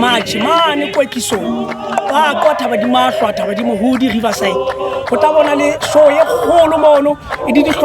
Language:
Southern Sotho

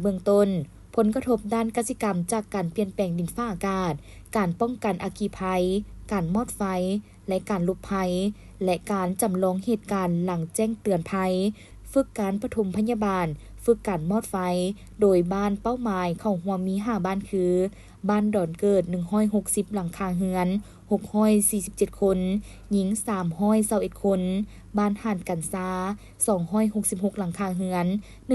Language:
Lao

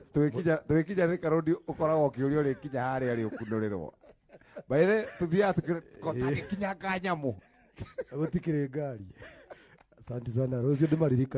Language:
Kikuyu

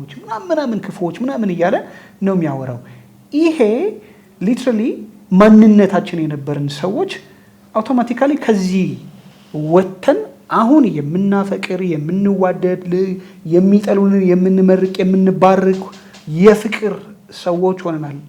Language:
Amharic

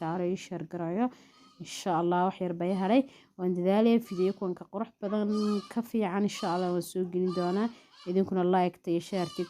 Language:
Somali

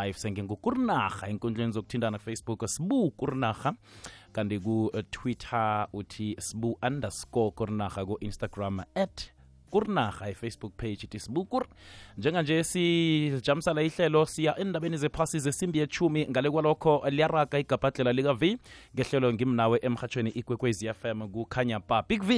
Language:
South Ndebele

